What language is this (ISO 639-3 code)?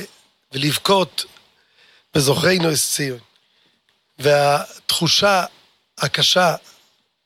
heb